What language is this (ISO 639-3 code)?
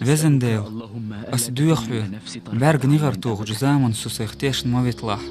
che